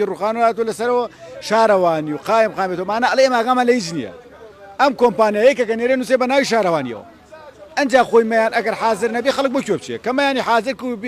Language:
Central Kurdish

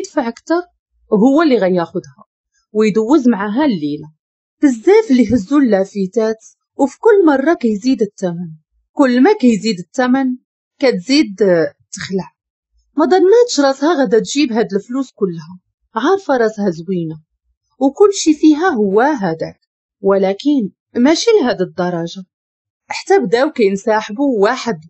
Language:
Moroccan Arabic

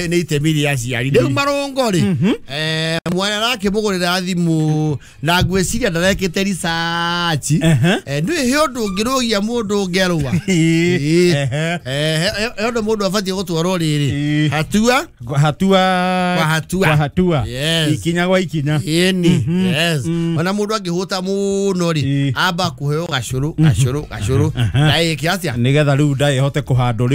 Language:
Kikuyu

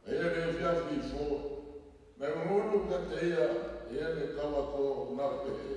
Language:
Tongan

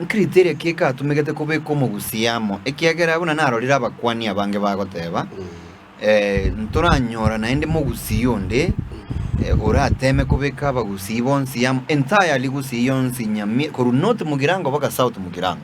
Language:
Gusii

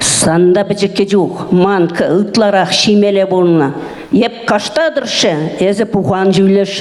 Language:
Chuvash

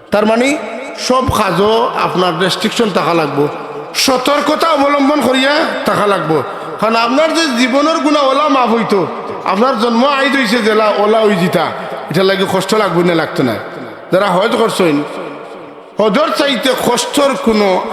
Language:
Sylheti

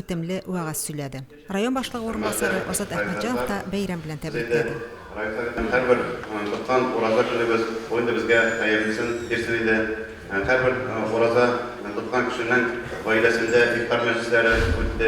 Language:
Tatar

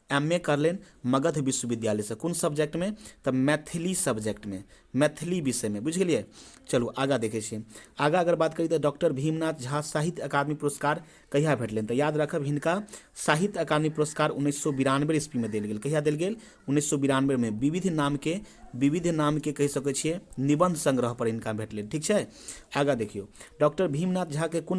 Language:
Maithili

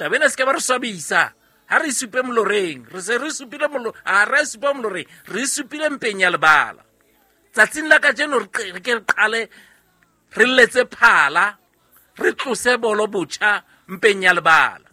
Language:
Southern Sotho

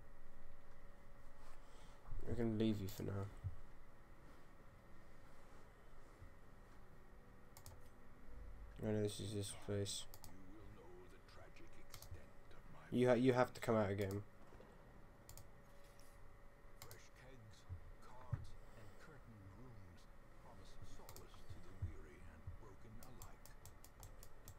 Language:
English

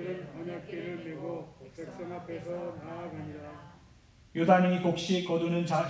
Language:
Korean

